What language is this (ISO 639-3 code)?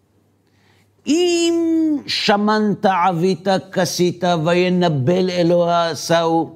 heb